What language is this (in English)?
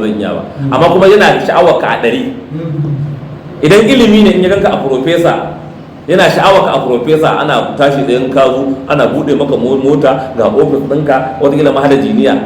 Hausa